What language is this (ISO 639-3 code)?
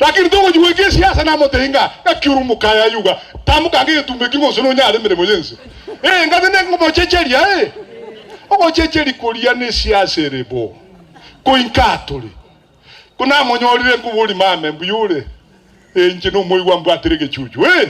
guz